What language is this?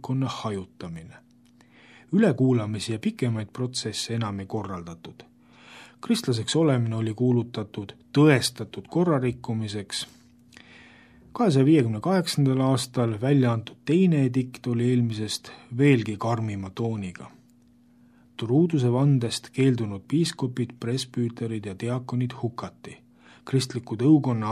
Estonian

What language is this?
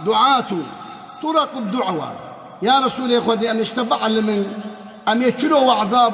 Kurdish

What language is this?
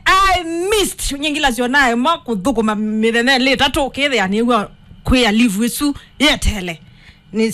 Kamba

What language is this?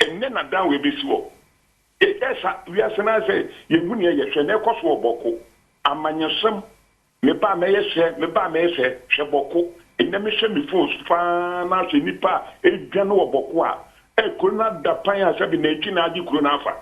Akan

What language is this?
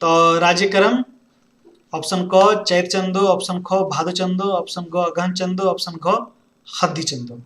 Kurukh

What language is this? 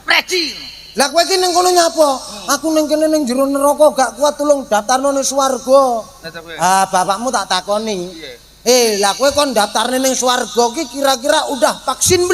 Javanese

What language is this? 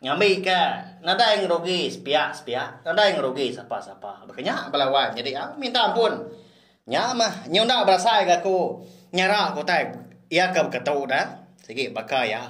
Iban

